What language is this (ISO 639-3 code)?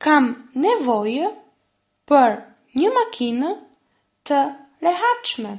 sqi